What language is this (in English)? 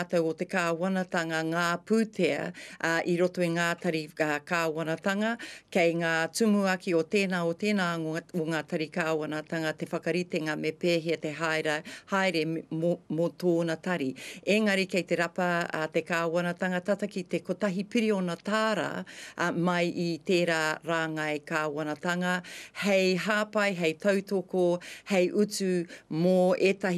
Māori